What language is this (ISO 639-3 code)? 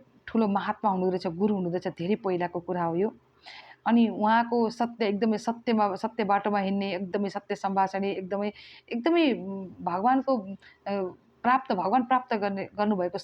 nep